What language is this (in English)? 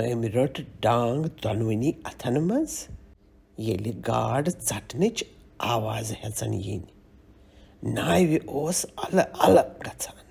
Kashmiri